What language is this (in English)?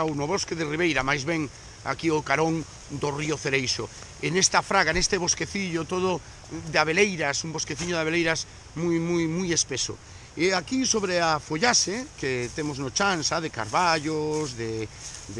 Galician